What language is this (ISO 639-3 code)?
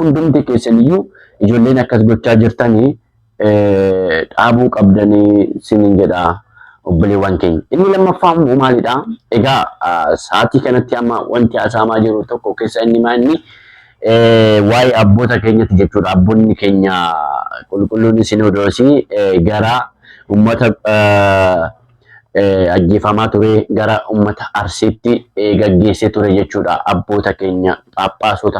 orm